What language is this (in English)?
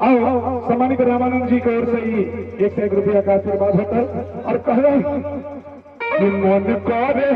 Maithili